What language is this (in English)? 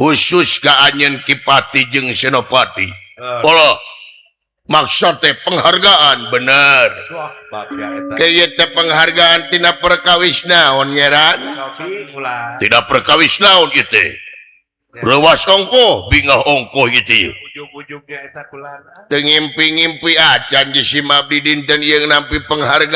Sundanese